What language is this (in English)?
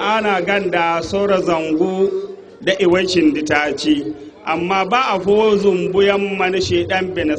Zarma